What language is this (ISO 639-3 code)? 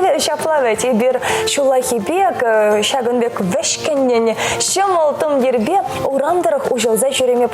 chv